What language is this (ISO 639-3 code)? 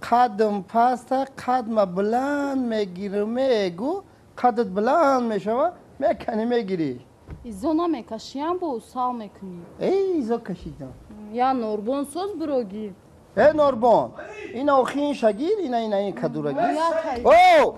tgk